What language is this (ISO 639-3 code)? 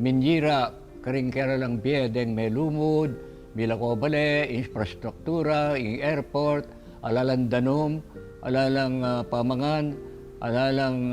pam